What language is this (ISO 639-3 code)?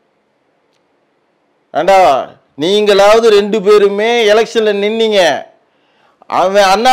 tam